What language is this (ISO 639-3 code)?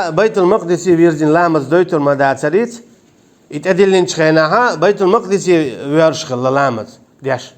che